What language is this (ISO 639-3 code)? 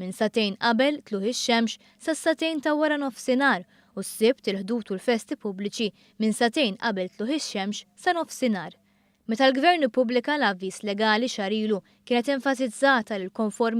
mlt